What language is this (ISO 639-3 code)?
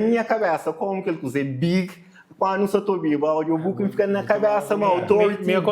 kea